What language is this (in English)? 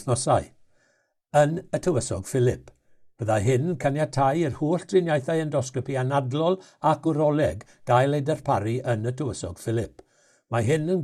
Welsh